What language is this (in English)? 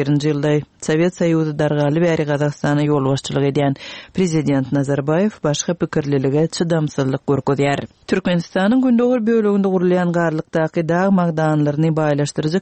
Turkmen